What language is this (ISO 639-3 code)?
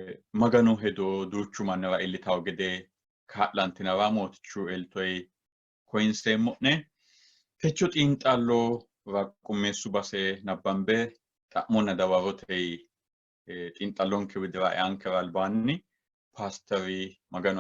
sid